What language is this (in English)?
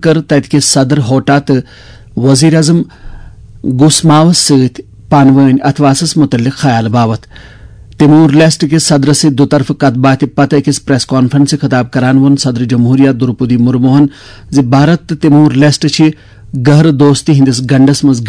Kashmiri